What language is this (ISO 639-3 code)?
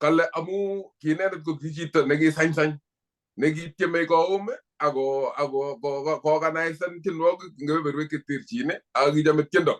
kln